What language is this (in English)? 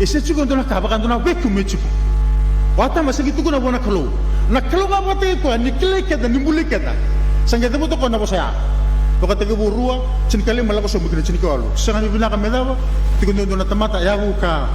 Fijian